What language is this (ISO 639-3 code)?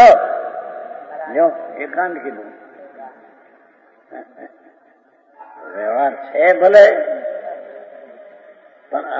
guj